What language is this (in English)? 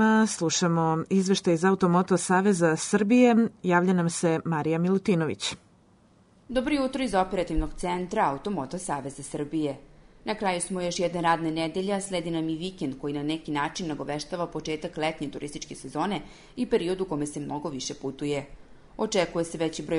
Serbian